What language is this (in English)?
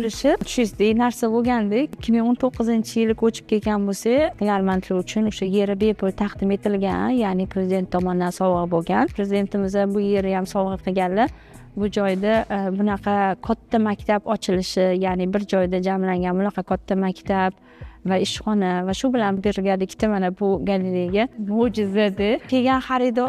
Uzbek